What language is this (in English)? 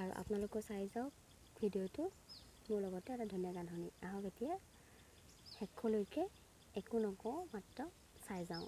Assamese